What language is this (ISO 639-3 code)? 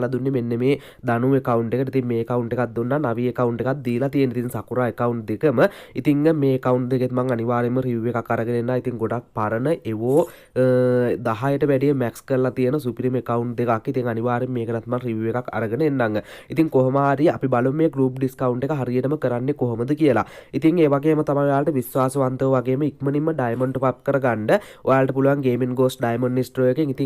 sin